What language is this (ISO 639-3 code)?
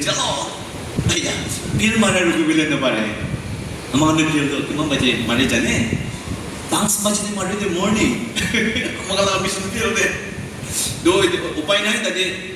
nag